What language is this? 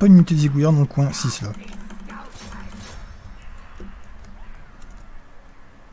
French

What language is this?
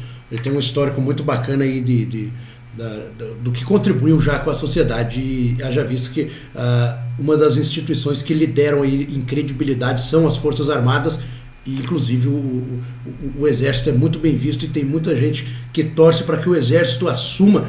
Portuguese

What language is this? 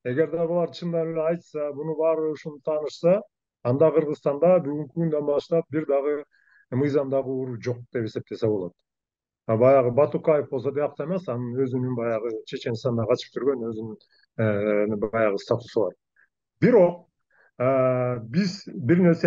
Kyrgyz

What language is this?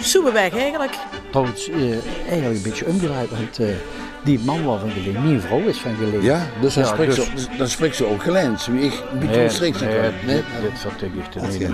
Limburgish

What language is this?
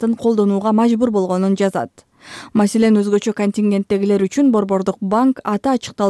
Kyrgyz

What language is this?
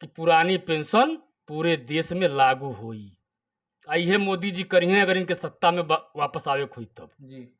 Bhojpuri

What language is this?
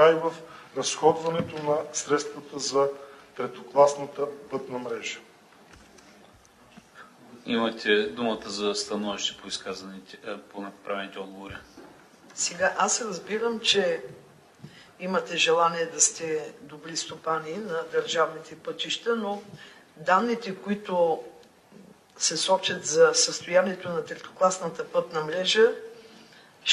Bulgarian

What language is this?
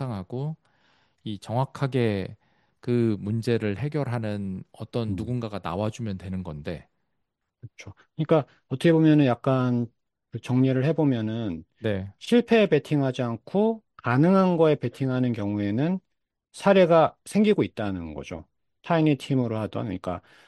Korean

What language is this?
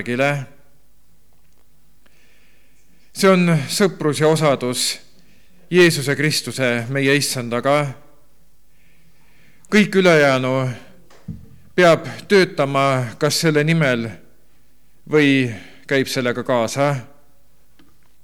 Estonian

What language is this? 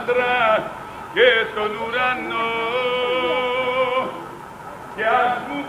Greek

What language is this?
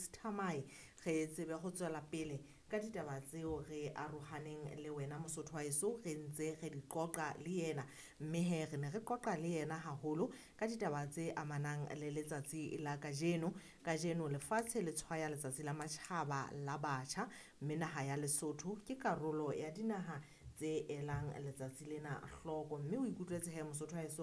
Southern Sotho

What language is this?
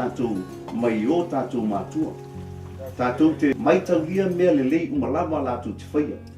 Samoan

